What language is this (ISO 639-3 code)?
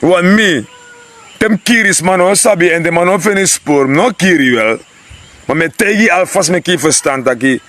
srn